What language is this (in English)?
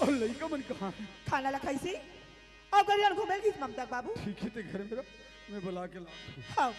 Chhattisgarhi